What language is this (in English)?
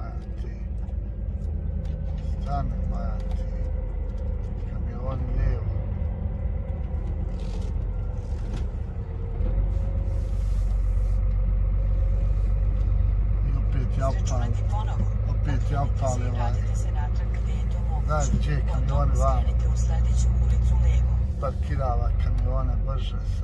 Croatian